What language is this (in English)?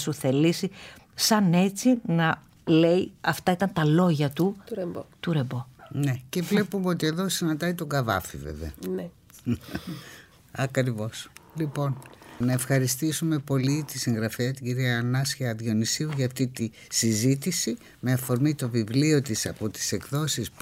Greek